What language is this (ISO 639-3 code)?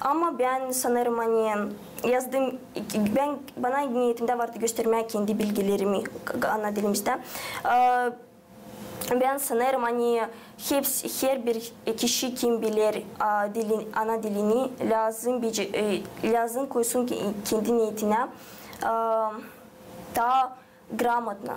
gag